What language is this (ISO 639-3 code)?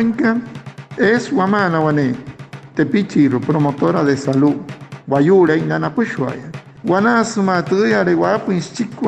guc